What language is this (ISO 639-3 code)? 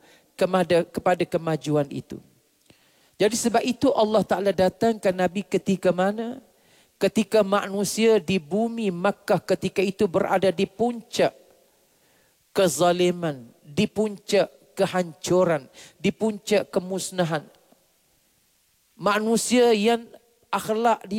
msa